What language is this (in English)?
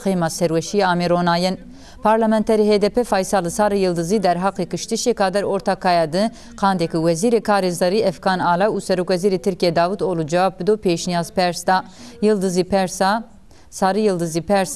Zaza